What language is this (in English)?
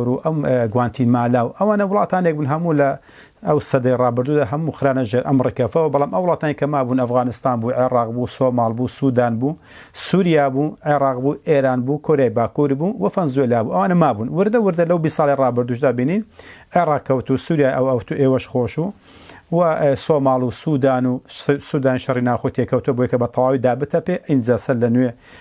Central Kurdish